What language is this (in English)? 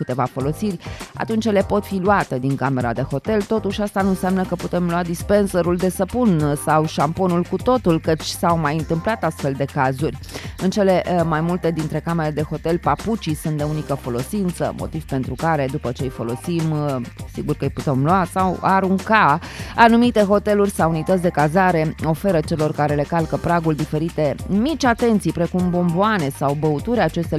Romanian